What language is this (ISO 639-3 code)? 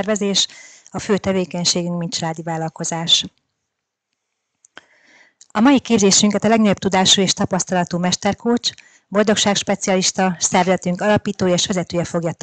hun